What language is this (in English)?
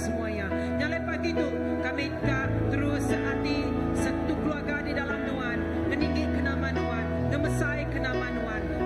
Iban